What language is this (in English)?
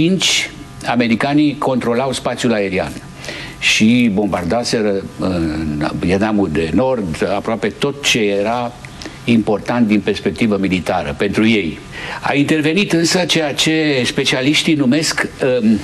Romanian